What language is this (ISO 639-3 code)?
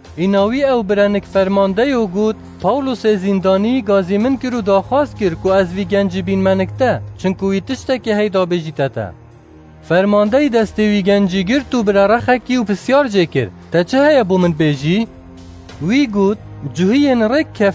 kur